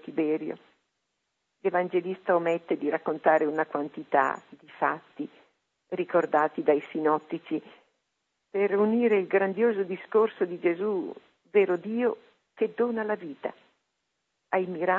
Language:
Italian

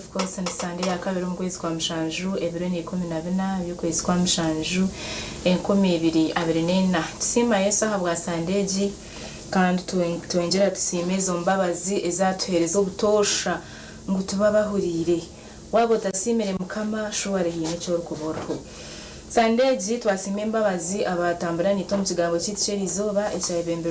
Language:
Nyankole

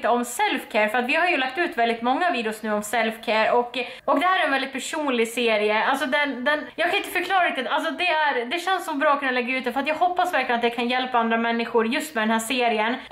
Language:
Swedish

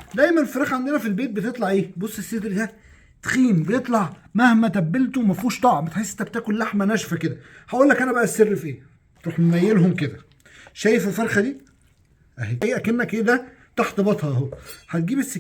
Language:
Egyptian Arabic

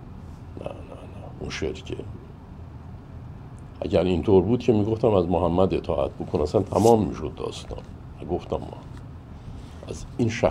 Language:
Persian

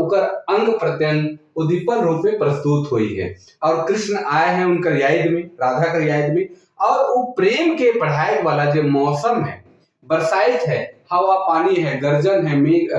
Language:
Sadri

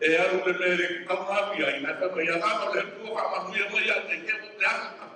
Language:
Samoan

